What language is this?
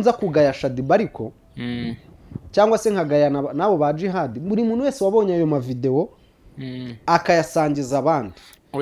Kinyarwanda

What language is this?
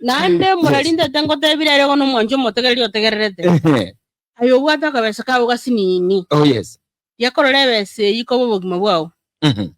Gusii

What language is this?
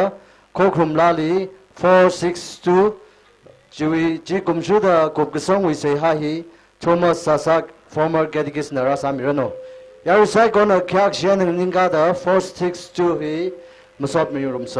Tangkhul Naga (India)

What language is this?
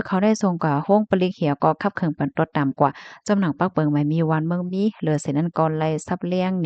Shan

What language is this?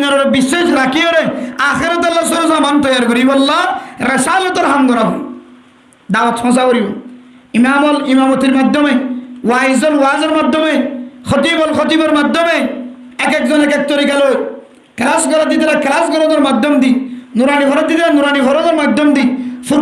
Rohingya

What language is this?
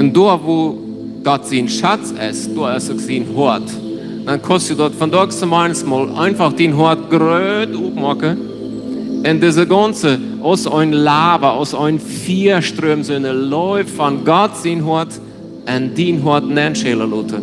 Plautdietsch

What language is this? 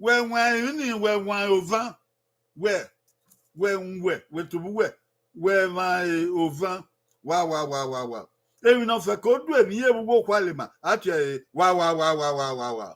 Bini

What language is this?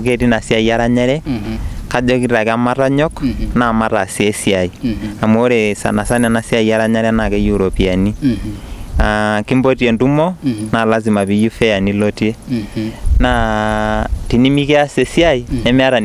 Masai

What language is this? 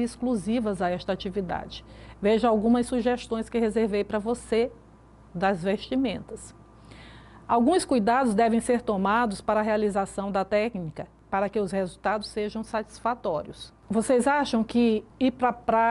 Portuguese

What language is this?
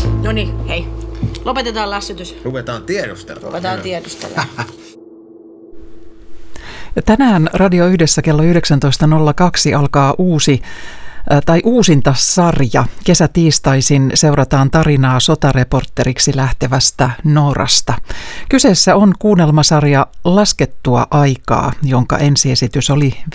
Finnish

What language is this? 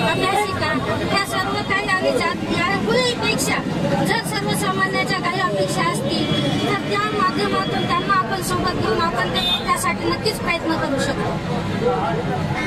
Marathi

